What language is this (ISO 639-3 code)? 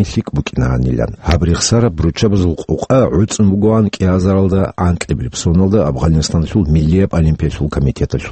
ava